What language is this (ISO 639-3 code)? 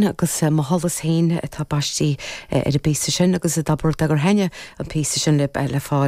gle